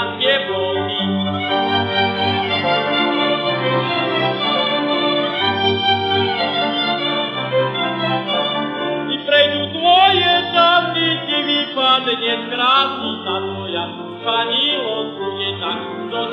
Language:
Slovak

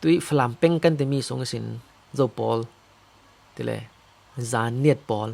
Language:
Falam Chin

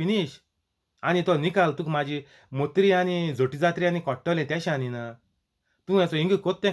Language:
Konkani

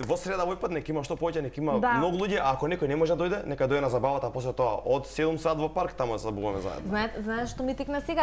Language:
Macedonian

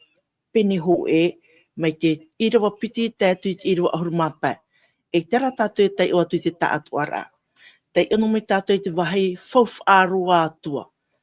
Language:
Tahitian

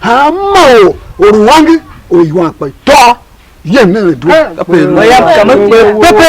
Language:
Tiv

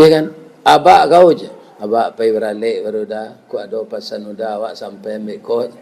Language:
Minangkabau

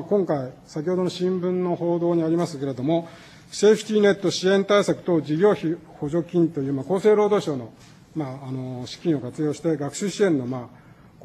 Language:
Japanese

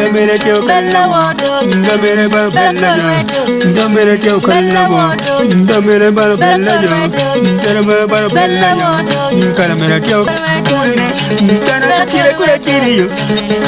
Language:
Acoli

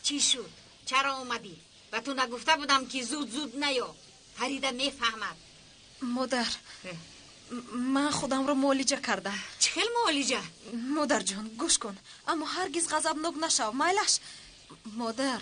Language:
Tajik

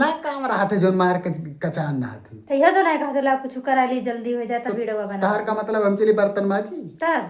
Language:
Awadhi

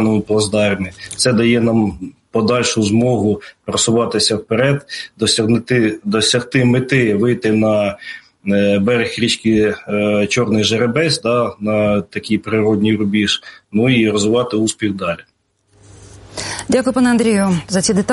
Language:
Ukrainian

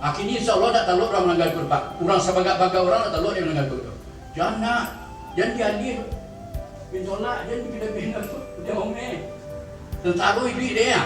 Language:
Minangkabau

